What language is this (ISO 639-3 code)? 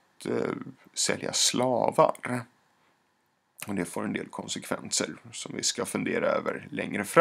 swe